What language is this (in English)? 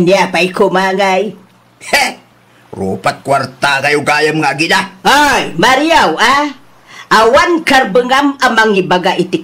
Iloko